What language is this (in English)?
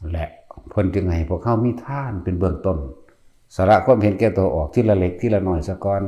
Northeastern Thai